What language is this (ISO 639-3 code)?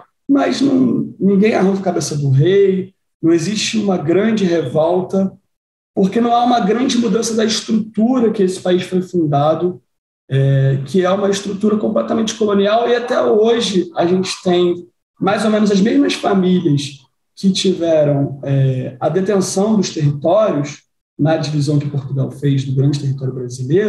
por